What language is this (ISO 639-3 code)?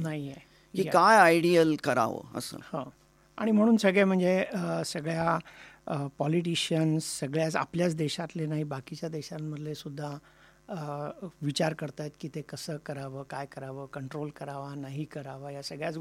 mar